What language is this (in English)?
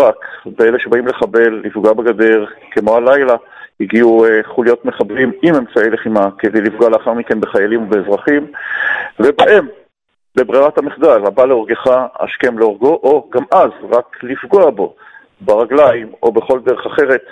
Hebrew